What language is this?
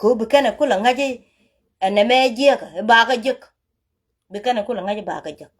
Nuer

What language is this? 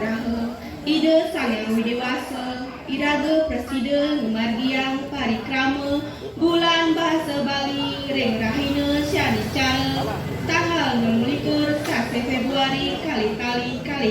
Balinese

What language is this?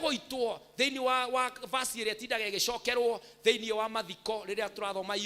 Kikuyu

